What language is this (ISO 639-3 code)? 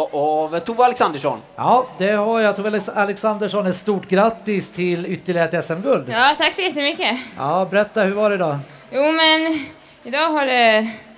swe